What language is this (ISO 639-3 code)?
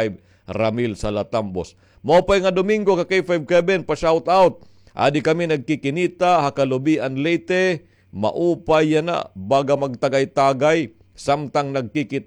war